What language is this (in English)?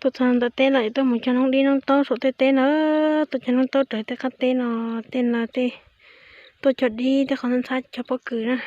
Hmong